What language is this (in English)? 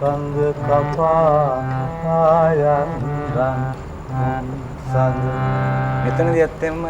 Sinhala